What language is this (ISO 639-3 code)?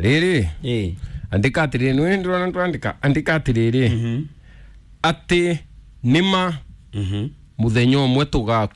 kik